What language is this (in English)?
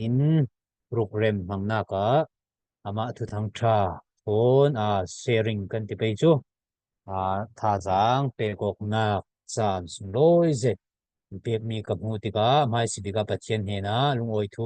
Falam Chin